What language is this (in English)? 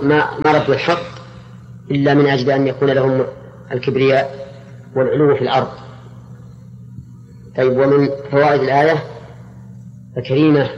Arabic